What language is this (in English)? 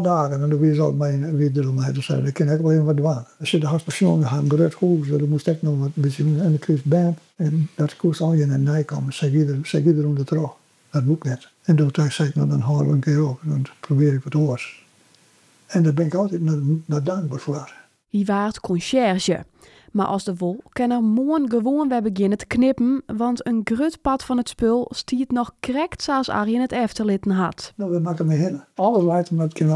Western Frisian